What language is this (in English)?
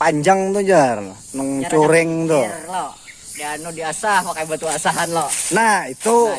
Banjar